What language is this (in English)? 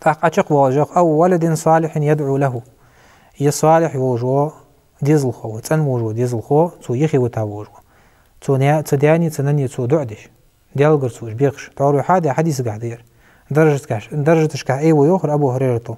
Ingush